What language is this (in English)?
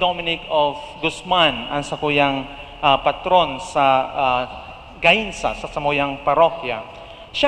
Bikol